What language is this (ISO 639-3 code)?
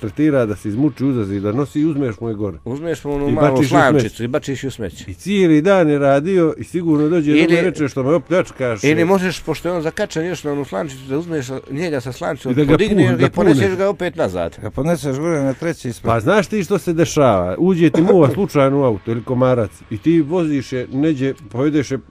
bos